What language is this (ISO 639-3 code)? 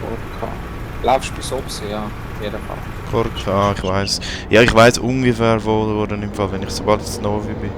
gsw